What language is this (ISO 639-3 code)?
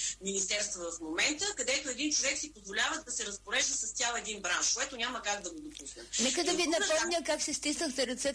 bul